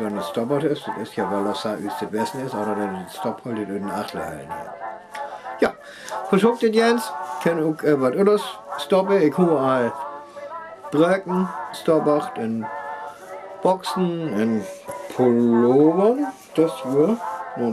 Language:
Northern Frisian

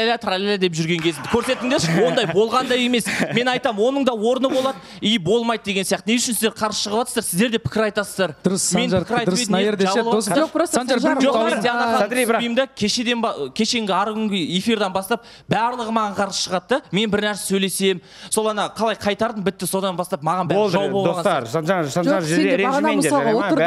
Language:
Kazakh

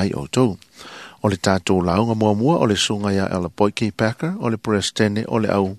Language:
Samoan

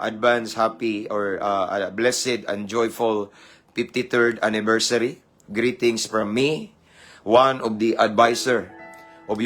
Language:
Cebuano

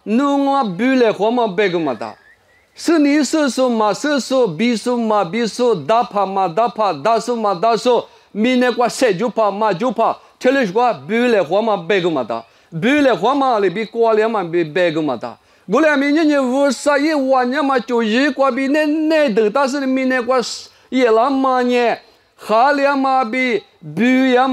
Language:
Lisu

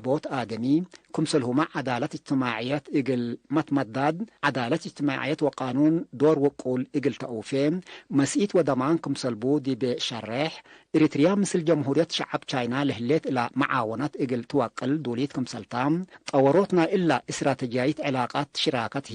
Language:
Tigre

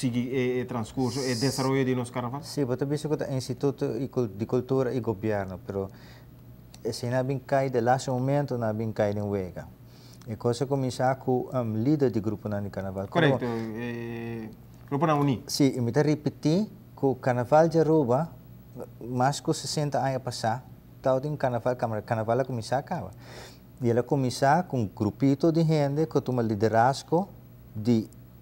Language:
Papiamento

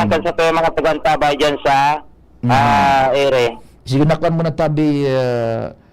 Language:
Bikol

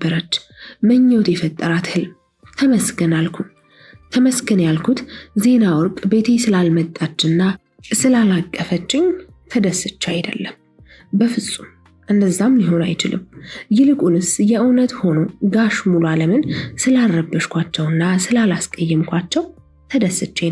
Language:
Amharic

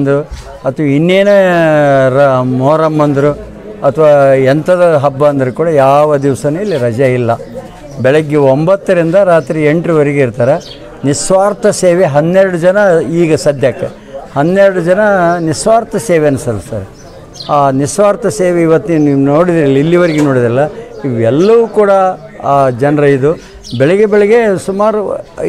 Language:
Kannada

